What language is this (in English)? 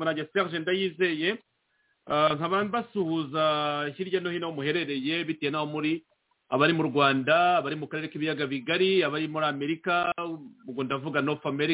Kinyarwanda